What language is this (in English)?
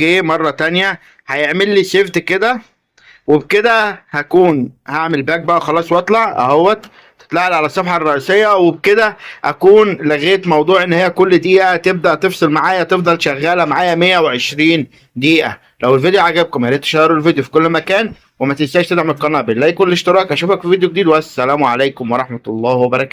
Egyptian Arabic